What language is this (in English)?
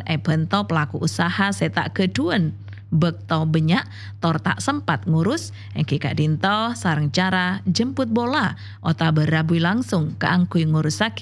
Madurese